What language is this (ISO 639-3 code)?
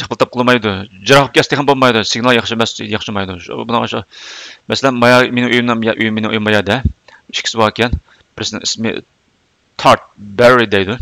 uig